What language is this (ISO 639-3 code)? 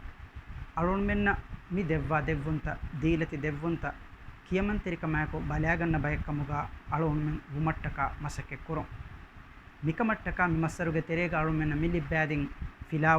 div